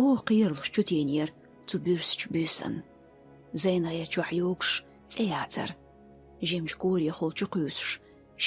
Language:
Chechen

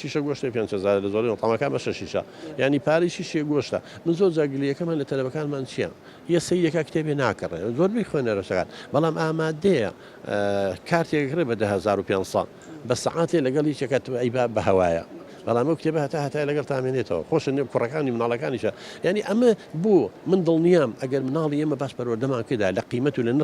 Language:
Central Kurdish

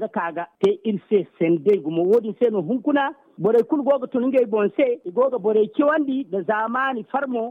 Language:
Zarma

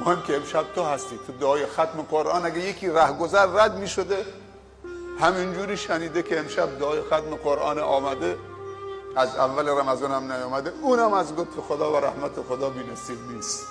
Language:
Persian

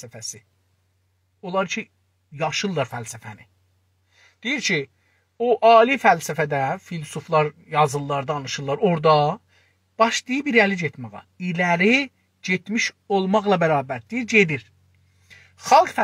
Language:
South Azerbaijani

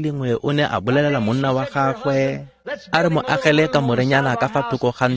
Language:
Tswana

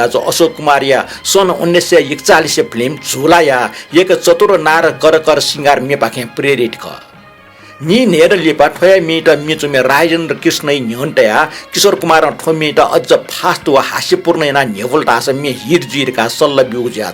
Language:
Newari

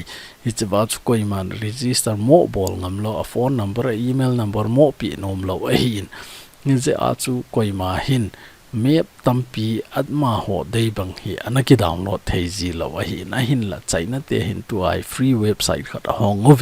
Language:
Thado Chin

